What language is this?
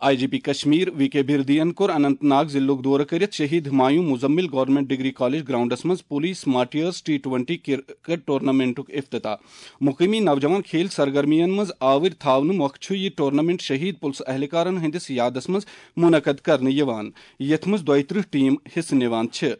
Kashmiri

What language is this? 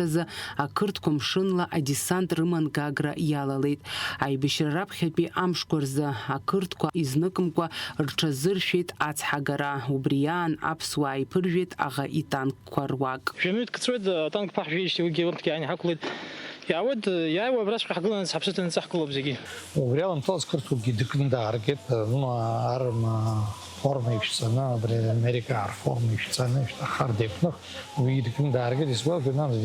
Abkhazian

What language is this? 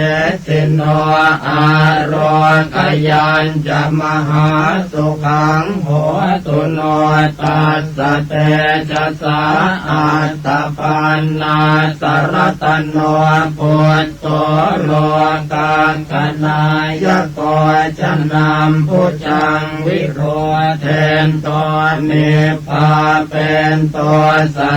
Pali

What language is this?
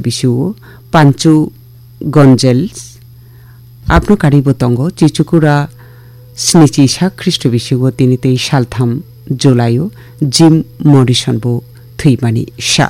Kok Borok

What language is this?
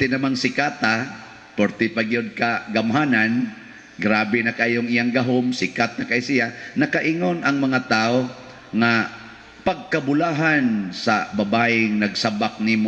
Cebuano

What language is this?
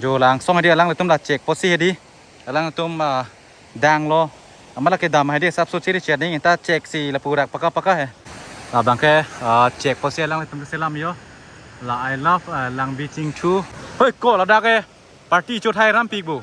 Karbi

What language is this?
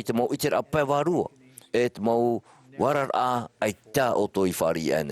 Tahitian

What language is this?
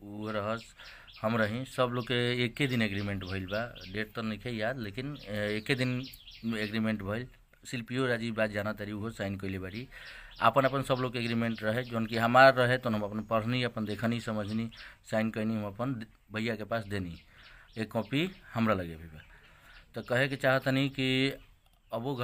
Bhojpuri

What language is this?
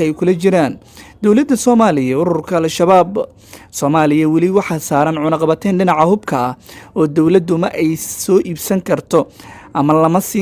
Somali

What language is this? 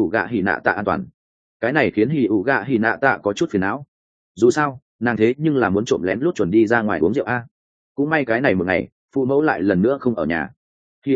Vietnamese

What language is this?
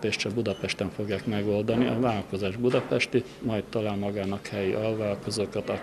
Hungarian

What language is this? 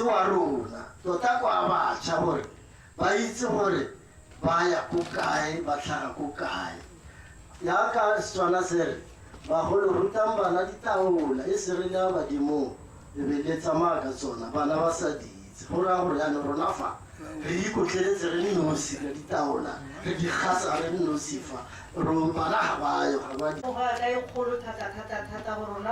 Tswana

